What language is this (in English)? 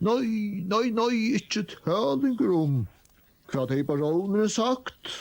Faroese